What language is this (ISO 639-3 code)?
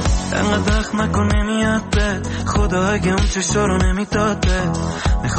fas